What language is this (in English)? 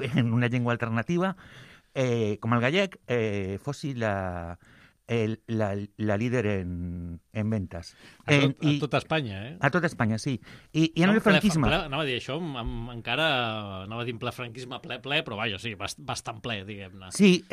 Catalan